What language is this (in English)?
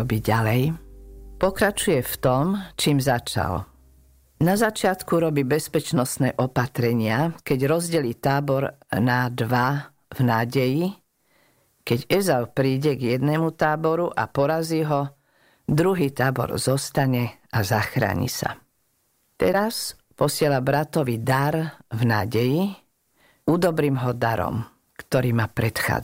Slovak